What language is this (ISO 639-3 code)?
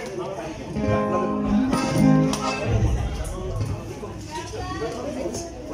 spa